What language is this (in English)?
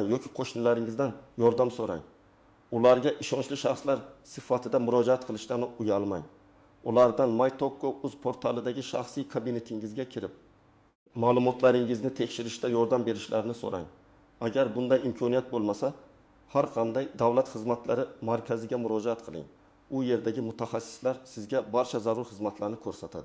Uzbek